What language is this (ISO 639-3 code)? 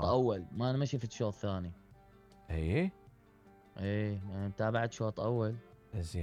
acm